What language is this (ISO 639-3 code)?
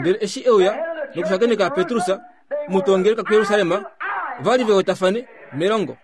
kua